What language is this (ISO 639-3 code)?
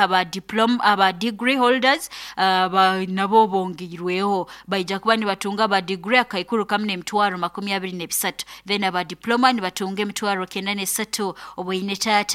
nyo